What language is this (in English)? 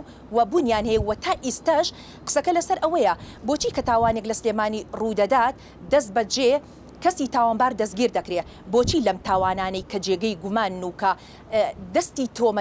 Central Kurdish